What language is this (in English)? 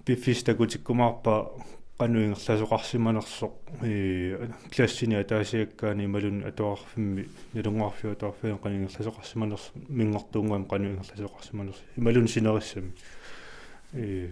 Kalaallisut